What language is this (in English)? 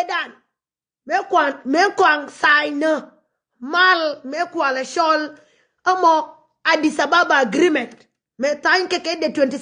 Nuer